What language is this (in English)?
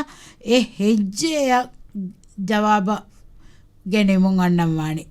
Divehi